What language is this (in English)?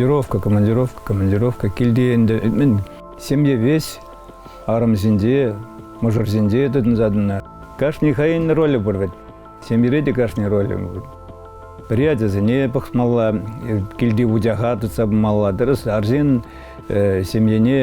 Chuvash